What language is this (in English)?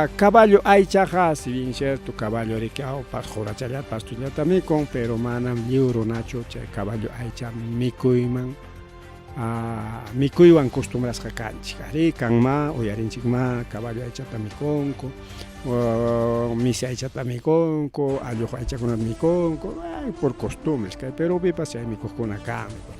Ayacucho Quechua